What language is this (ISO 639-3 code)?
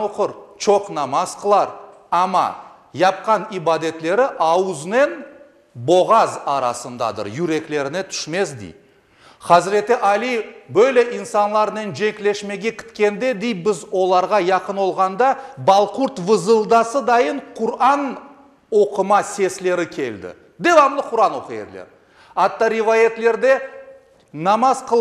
crh